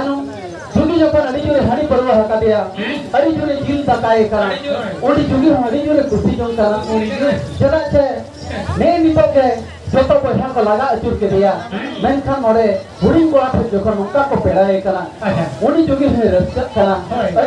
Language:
Santali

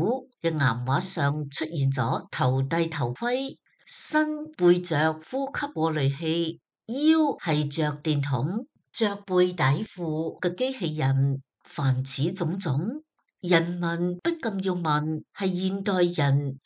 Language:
Cantonese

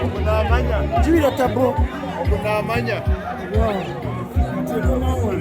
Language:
Nyankole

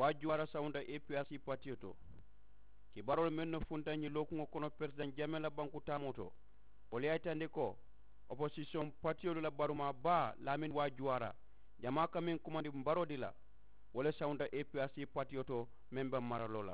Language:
Mandingo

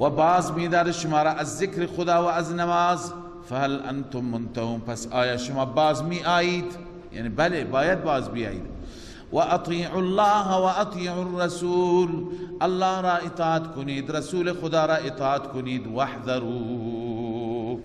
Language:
Persian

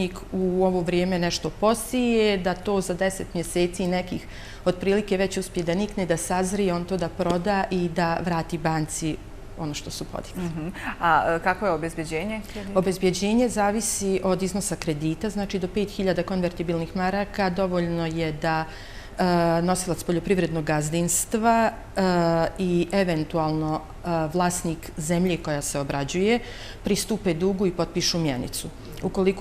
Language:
Bosnian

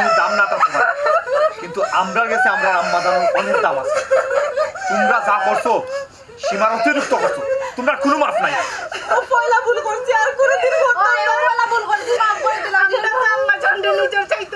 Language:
Sylheti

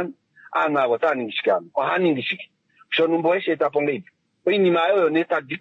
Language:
Kuanyama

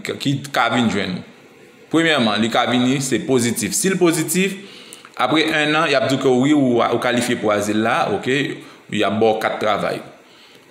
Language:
Haitian Creole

